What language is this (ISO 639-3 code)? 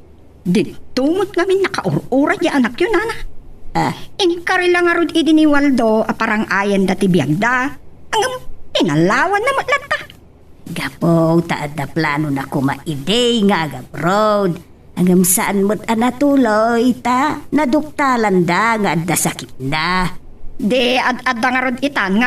ilo